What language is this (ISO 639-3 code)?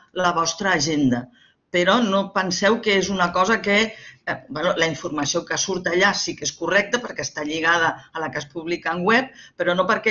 cat